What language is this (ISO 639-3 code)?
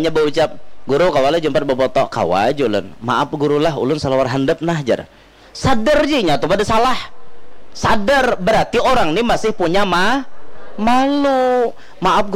bjn